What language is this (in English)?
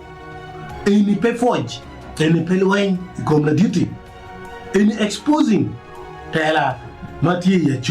Acoli